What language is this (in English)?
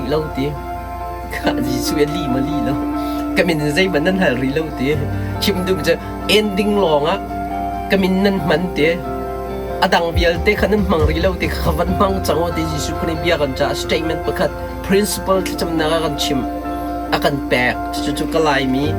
Hakha Chin